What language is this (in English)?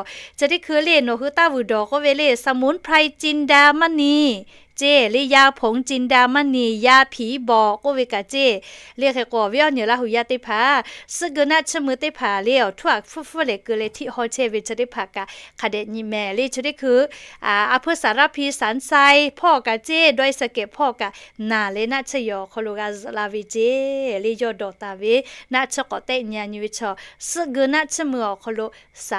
Lahu